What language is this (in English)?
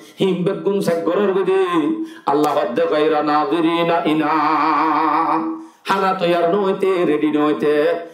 Rohingya